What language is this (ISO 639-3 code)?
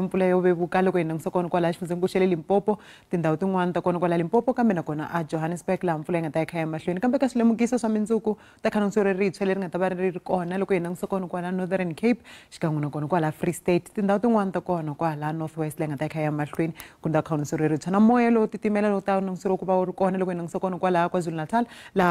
tso